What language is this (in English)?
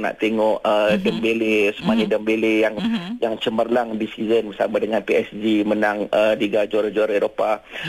Malay